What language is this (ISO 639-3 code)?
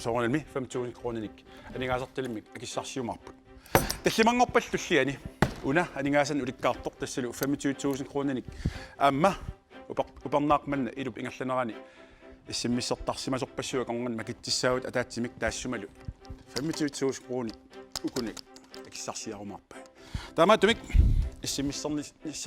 kal